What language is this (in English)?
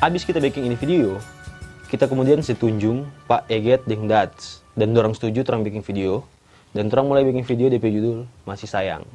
Manado Malay